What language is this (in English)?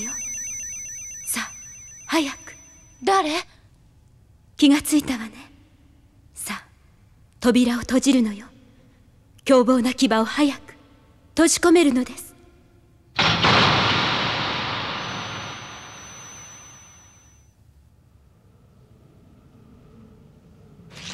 Japanese